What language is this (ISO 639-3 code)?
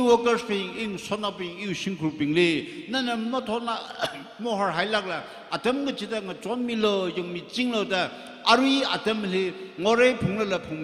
nmf